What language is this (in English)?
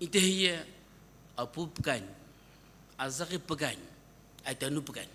Sumi Naga